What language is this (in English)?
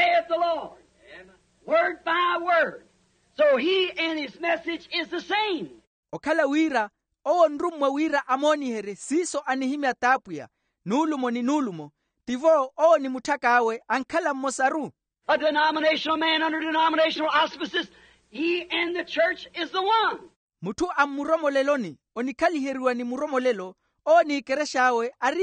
Makhuwa